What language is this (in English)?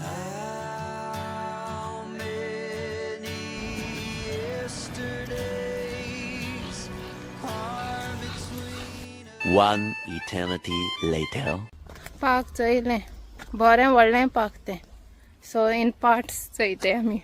Konkani